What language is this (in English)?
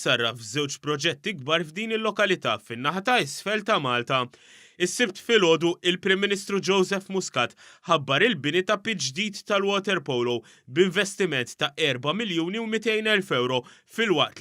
Maltese